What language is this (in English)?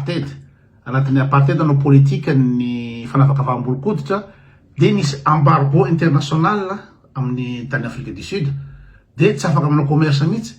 Malagasy